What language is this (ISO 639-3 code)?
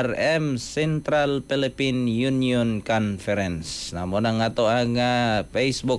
ceb